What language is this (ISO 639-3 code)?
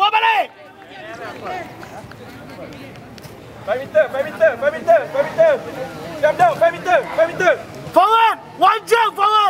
msa